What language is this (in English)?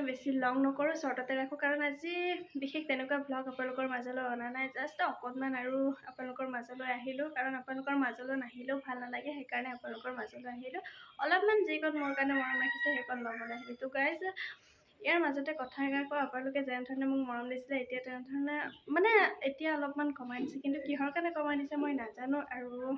Assamese